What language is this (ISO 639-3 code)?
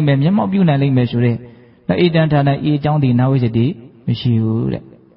mya